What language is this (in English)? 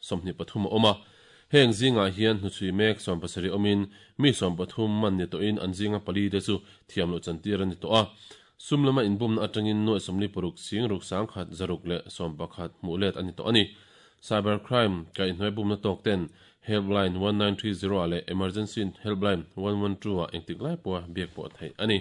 Mizo